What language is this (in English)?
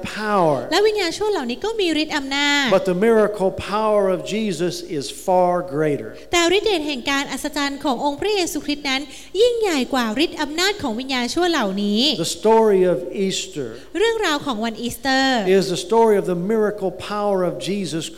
Thai